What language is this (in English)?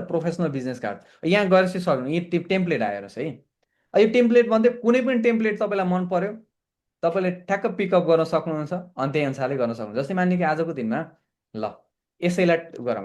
Nepali